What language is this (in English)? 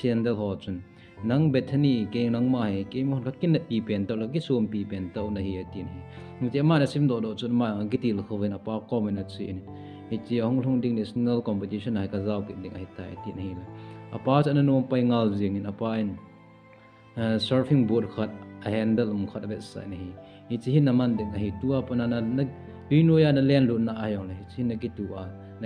Thado Chin